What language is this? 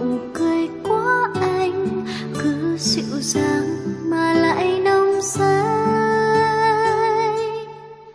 Vietnamese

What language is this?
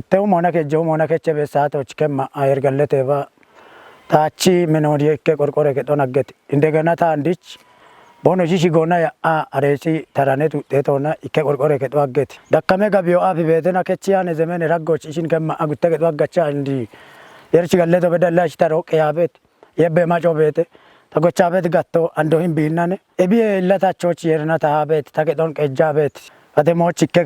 Kafa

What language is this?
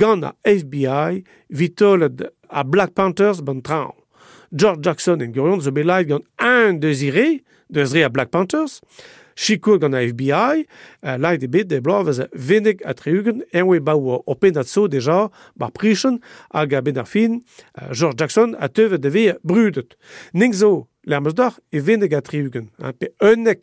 Breton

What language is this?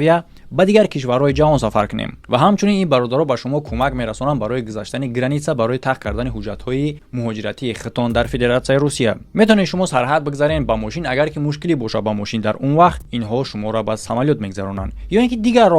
Tajik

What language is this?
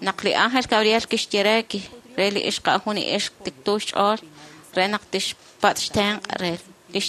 Kekchí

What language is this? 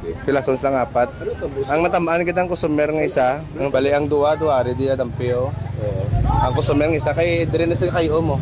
Hiligaynon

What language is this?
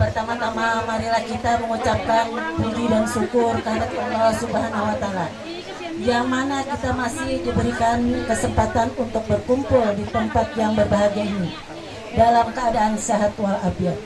Banjar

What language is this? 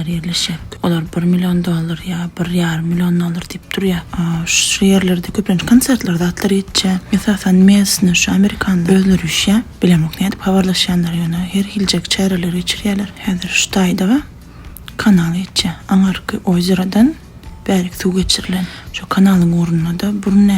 Turkmen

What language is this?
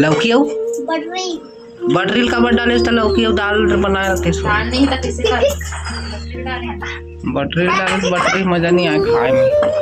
Chhattisgarhi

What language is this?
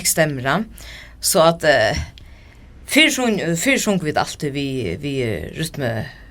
Faroese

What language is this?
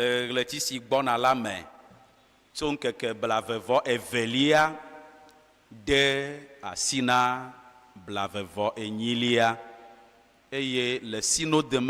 Ewe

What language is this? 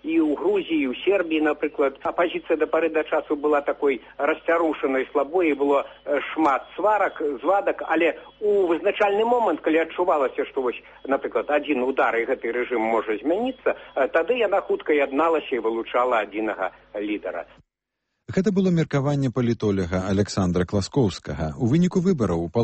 Belarusian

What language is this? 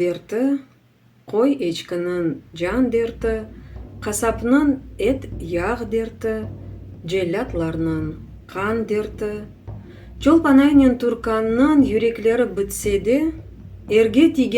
Crimean Tatar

